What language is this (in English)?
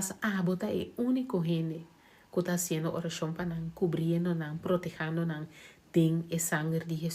Papiamento